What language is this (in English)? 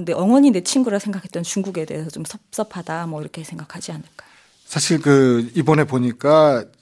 Korean